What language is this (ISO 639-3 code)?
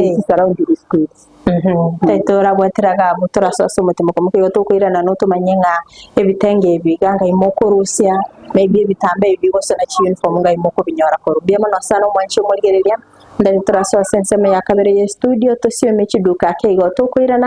guz